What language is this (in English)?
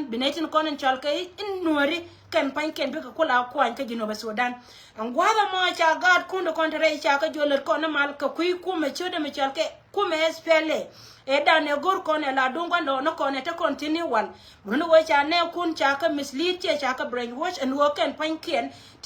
Nuer